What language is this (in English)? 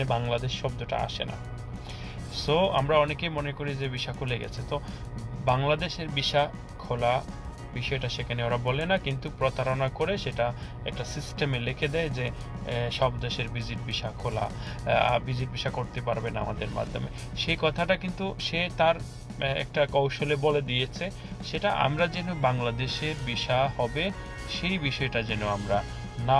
Bangla